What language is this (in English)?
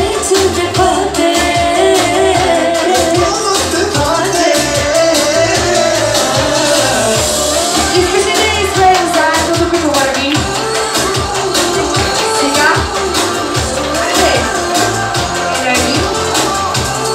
Bulgarian